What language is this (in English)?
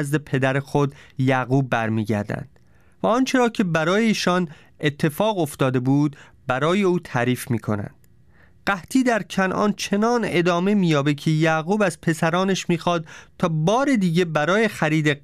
Persian